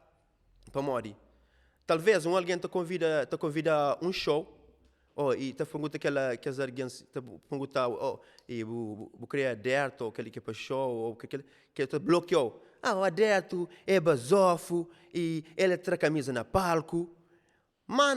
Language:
Kabuverdianu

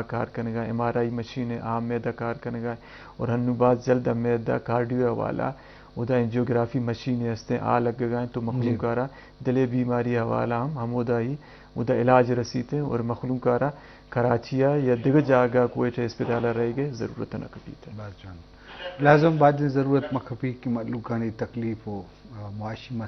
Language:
Eastern Balochi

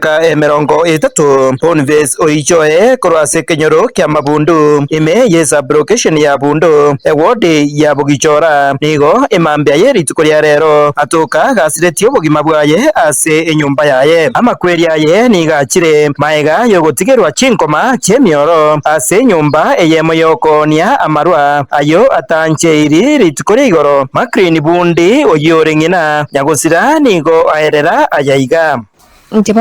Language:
Gusii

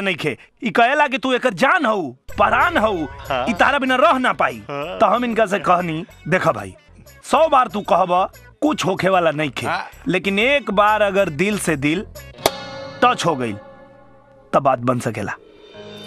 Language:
Bhojpuri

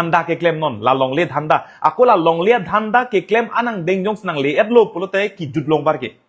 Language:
Karbi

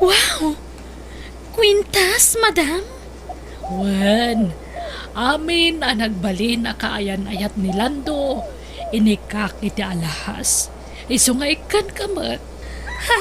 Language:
Iloko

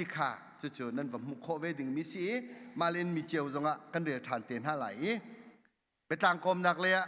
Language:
Hakha Chin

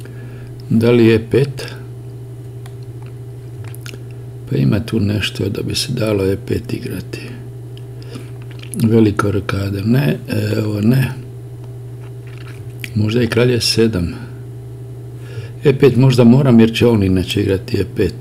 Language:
Croatian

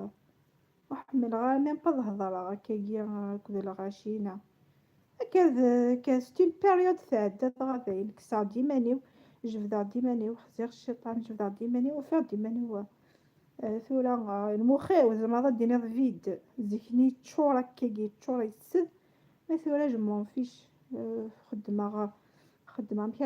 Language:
Kabyle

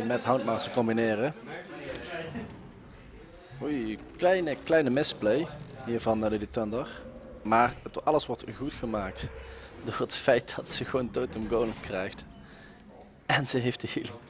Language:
Dutch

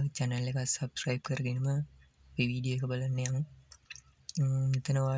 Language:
Sinhala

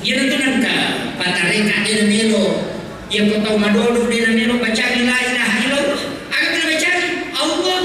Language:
Buginese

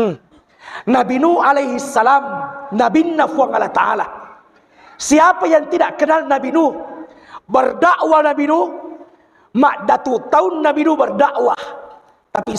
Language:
Buginese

